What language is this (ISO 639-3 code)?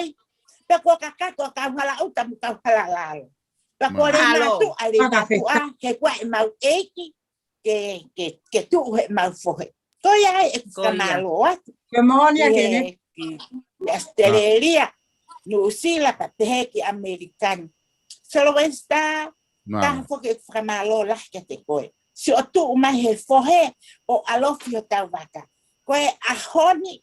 ton